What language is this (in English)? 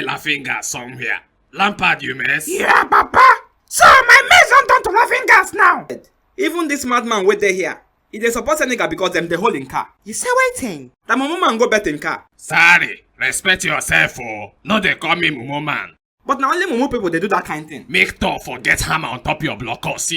Nigerian Pidgin